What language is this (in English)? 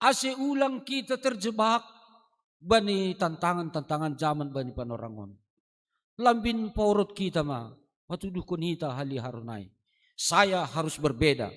Batak Simalungun